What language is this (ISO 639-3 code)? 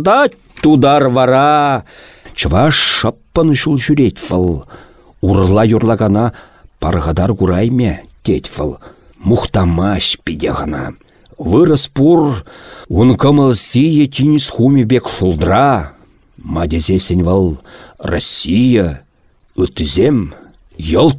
chv